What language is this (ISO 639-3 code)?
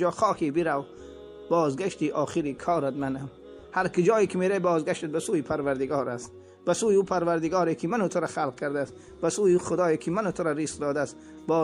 tgk